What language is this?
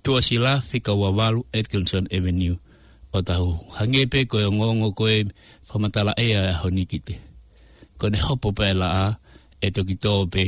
Tongan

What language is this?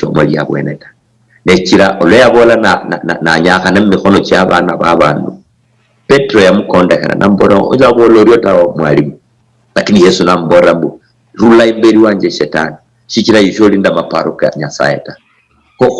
Luyia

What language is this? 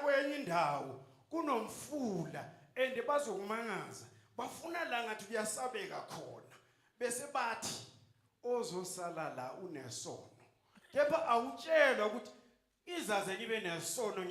Zulu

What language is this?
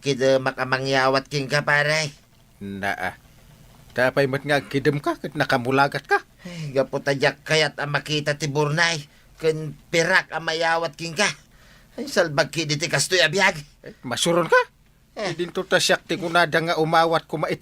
Iloko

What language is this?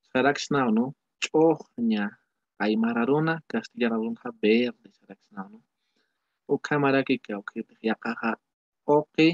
Aymara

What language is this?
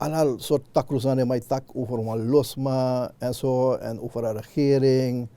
Sranan Tongo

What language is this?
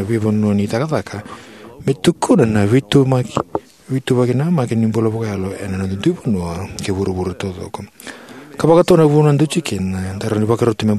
Fijian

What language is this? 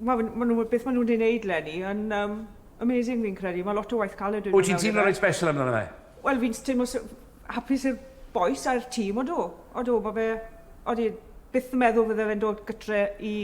Welsh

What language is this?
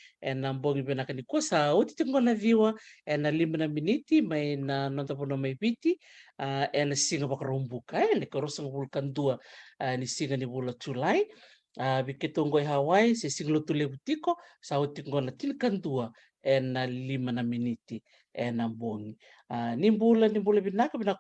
Fijian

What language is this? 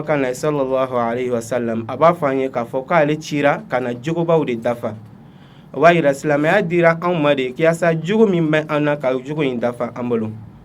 Bambara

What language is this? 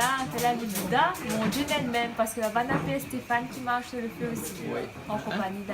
Réunion Creole French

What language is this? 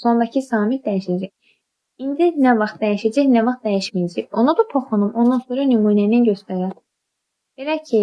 Azerbaijani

